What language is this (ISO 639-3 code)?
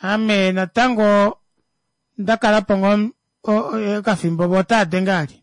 kua